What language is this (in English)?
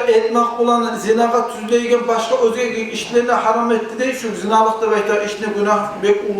Kumyk